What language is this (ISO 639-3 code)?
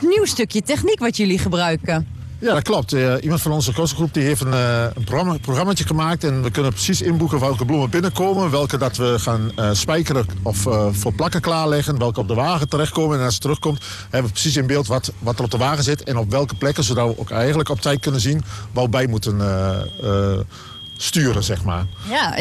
nld